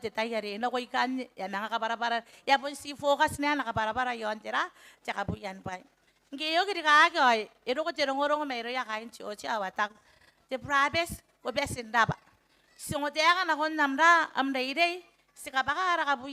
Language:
Gilbertese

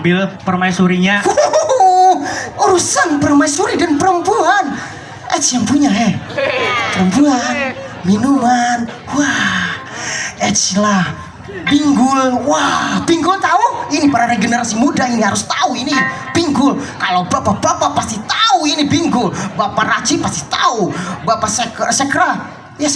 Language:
Banjar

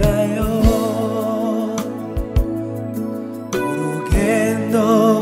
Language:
Kinyarwanda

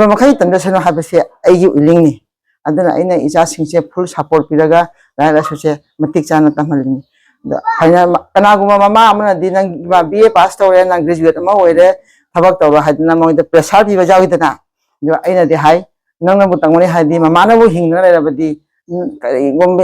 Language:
Manipuri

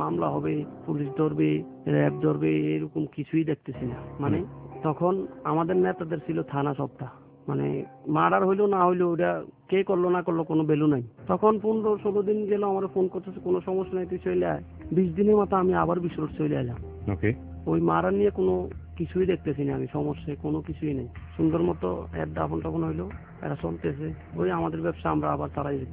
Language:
Bangla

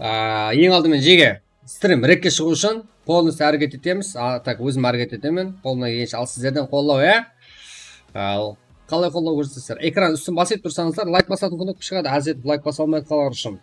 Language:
Kara-Kalpak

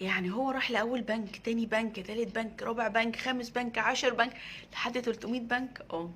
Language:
Egyptian Arabic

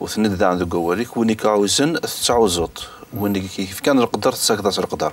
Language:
Kabyle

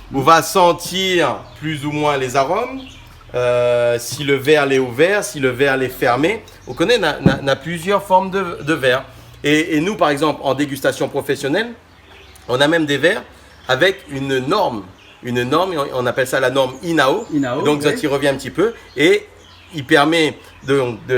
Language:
Réunion Creole French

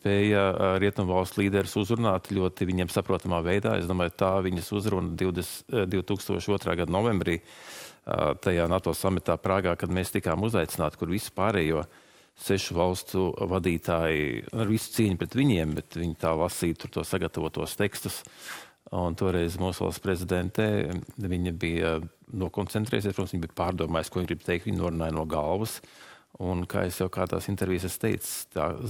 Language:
Latvian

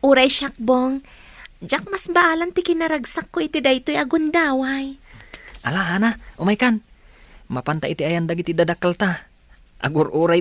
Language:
Iloko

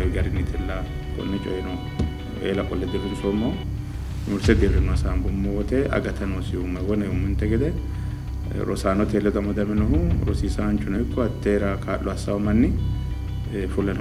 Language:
Sidamo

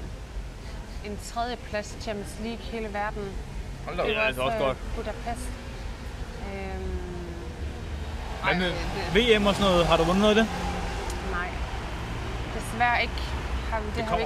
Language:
Danish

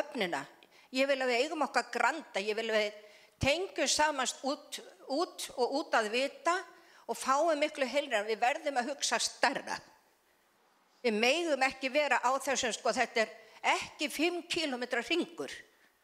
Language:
Icelandic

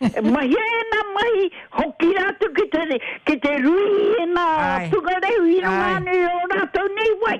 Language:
Māori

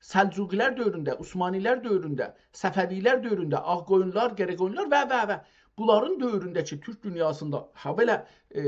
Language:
South Azerbaijani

